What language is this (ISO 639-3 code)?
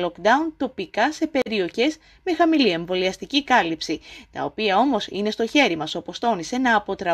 ell